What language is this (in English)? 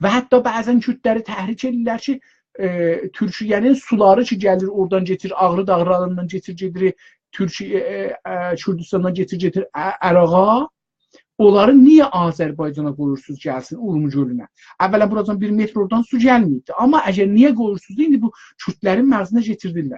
South Azerbaijani